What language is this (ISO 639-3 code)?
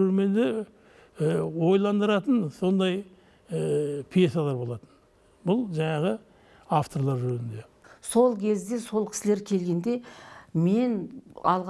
kaz